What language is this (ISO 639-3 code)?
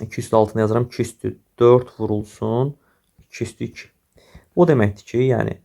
aze